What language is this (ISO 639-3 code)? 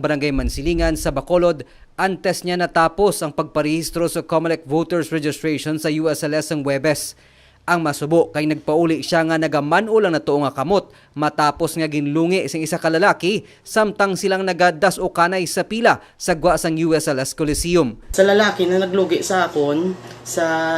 hil